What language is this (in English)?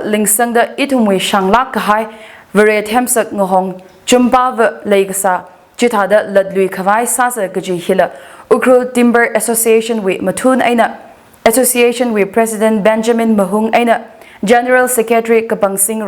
Tangkhul Naga (India)